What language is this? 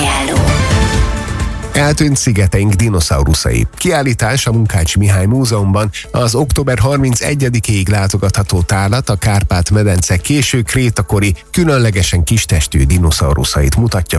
Hungarian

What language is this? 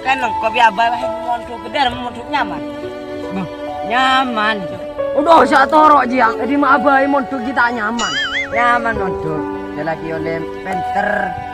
Madurese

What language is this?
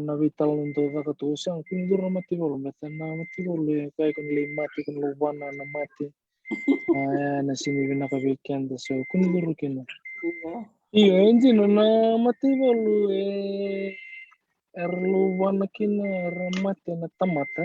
Fijian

